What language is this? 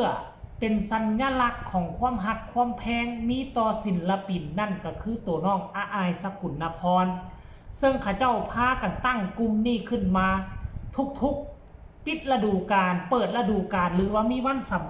Northeastern Thai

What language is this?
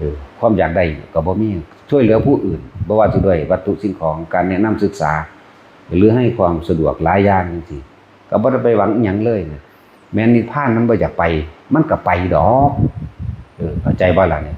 Northeastern Thai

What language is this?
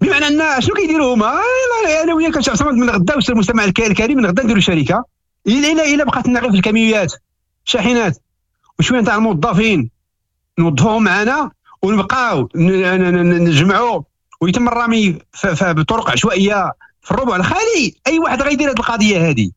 Moroccan Arabic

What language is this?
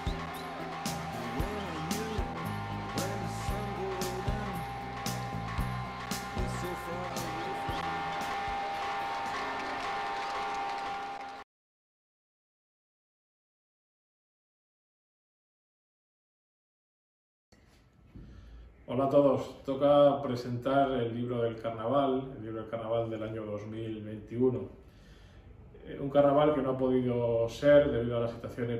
Spanish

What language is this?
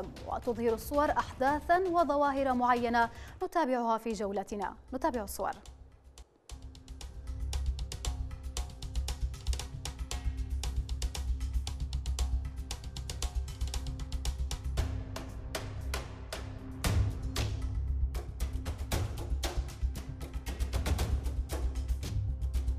Arabic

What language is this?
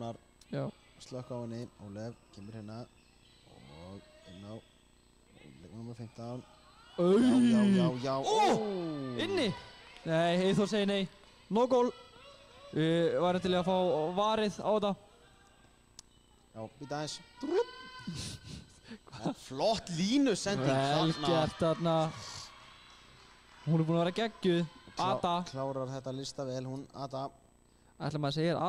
Icelandic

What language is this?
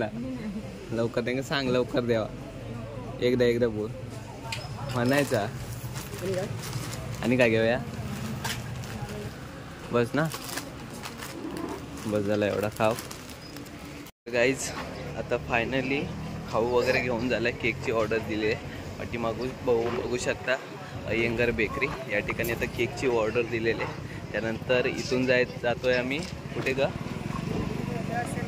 Marathi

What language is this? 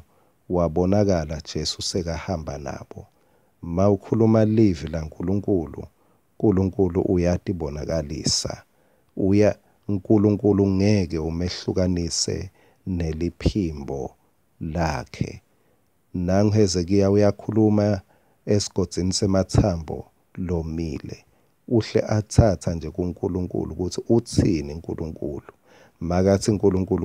Swati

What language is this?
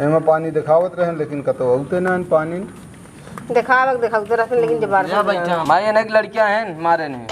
Awadhi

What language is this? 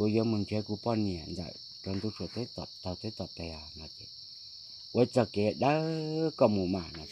Hmong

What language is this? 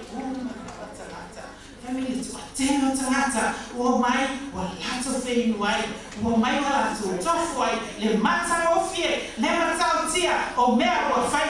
Samoan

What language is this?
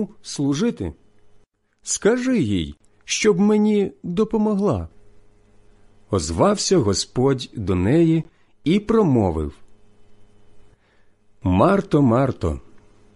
Ukrainian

